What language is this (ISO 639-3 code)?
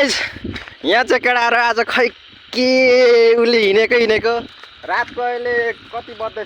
nep